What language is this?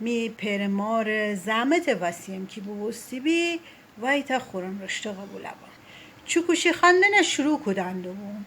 Gilaki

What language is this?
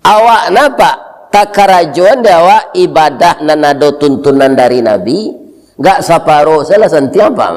Minangkabau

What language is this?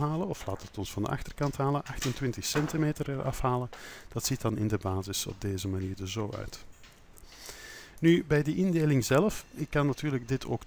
Dutch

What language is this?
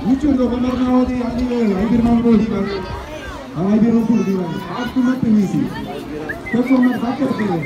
San Blas Kuna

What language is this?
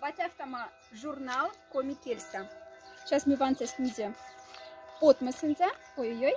Moksha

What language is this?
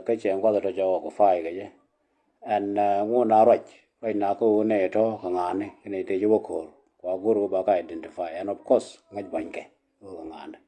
Nuer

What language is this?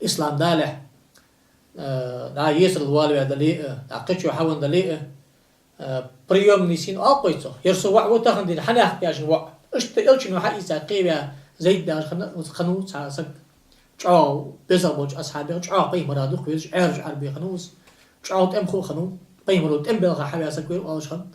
Ingush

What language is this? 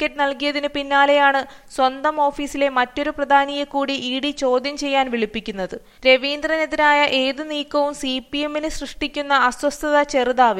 Malayalam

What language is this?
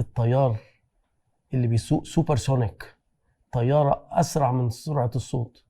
Egyptian Arabic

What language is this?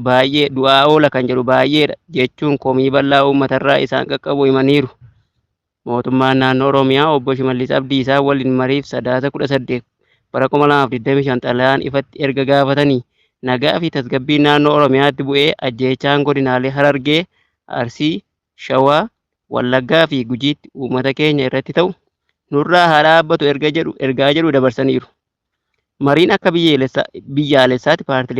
Oromo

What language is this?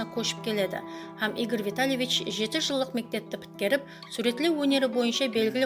Kara-Kalpak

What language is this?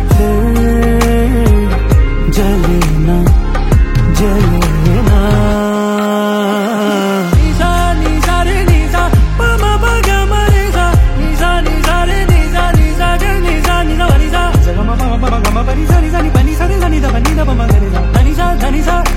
Hindi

